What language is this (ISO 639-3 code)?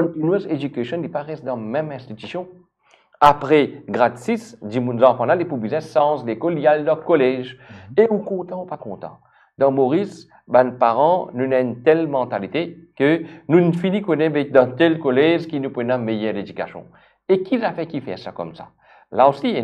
mfe